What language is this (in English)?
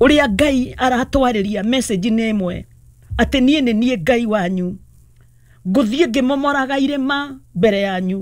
Kikuyu